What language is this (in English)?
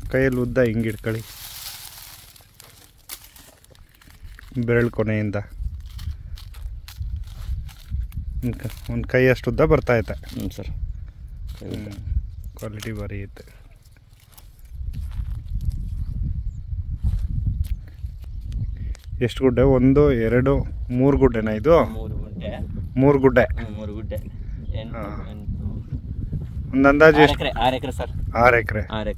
Kannada